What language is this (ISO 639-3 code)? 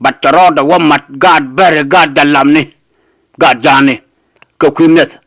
nus